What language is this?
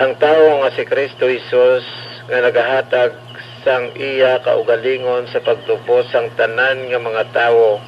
Hiligaynon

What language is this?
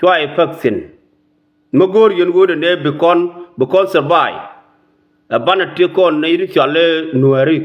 Nuer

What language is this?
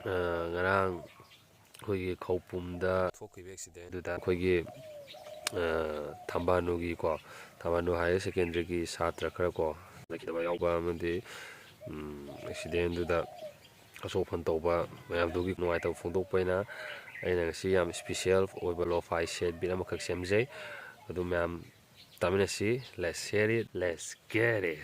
Manipuri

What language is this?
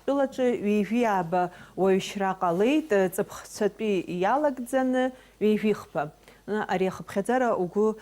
Abkhazian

